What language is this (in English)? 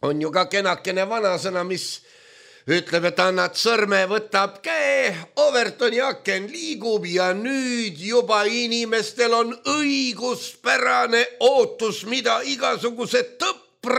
Estonian